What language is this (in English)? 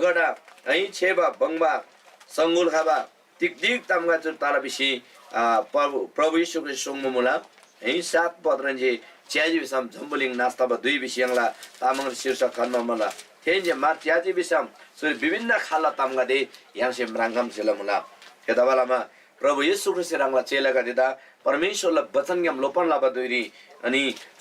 Eastern Tamang